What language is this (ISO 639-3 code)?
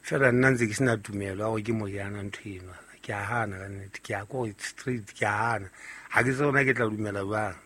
sot